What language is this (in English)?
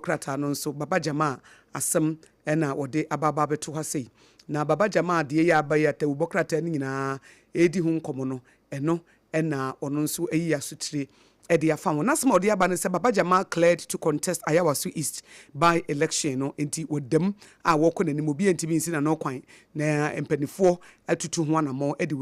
Akan